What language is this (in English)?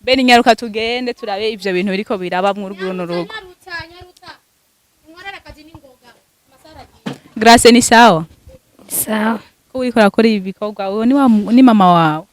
Rundi